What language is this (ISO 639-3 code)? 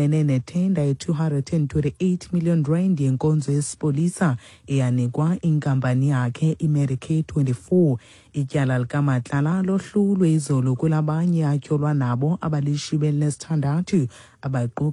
xho